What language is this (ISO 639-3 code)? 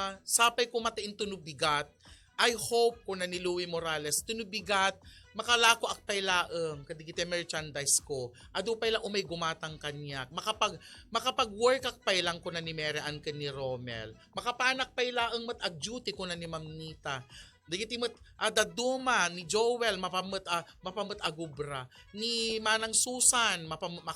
ilo